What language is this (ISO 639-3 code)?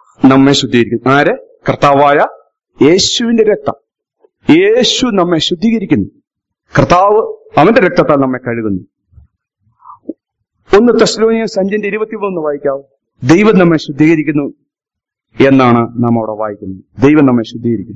mal